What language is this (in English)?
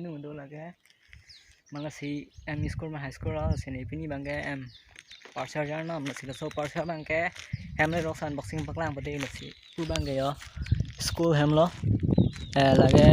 Karbi